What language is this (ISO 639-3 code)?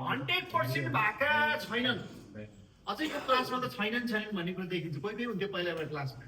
nep